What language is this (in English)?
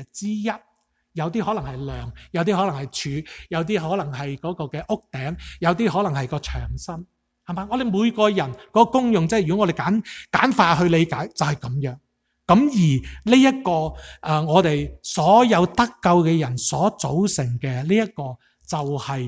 Cantonese